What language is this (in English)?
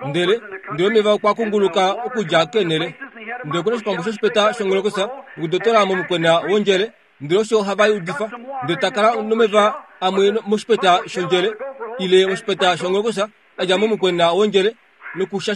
Kuanyama